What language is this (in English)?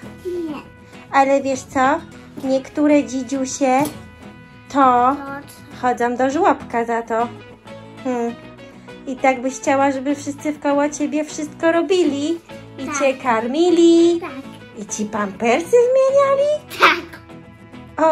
Polish